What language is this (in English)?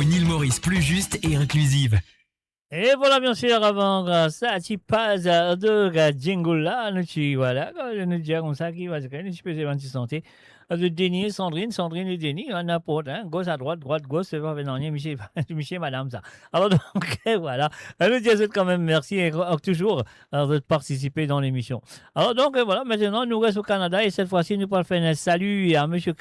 Morisyen